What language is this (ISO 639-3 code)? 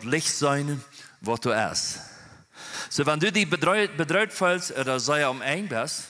pdt